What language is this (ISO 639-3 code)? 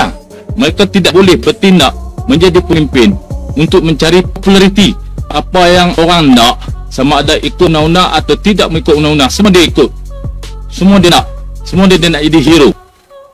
msa